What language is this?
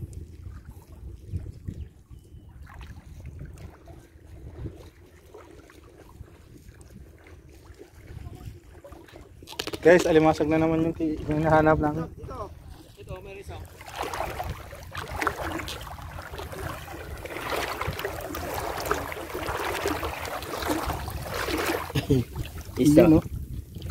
Filipino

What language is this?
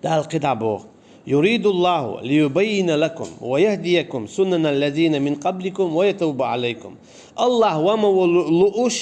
Chechen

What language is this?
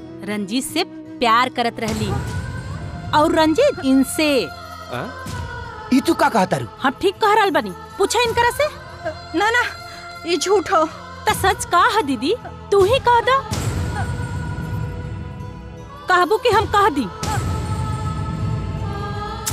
Bhojpuri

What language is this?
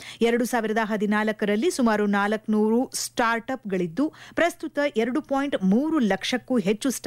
Kannada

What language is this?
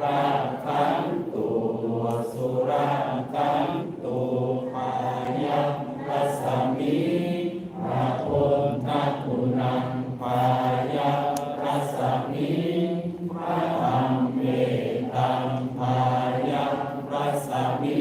Pali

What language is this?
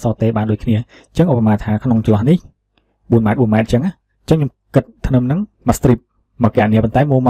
Khmer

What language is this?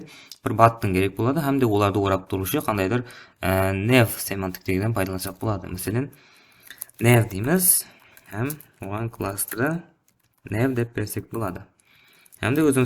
Kara-Kalpak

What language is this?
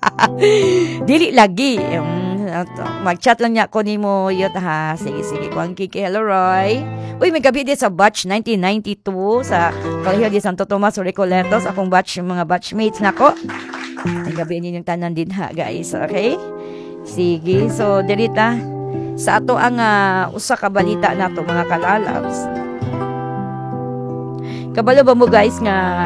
Cebuano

